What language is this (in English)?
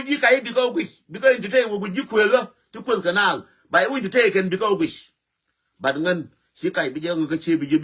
Nuer